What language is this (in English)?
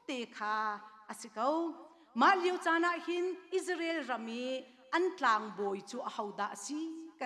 Hakha Chin